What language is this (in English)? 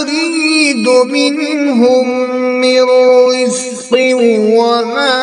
Kashmiri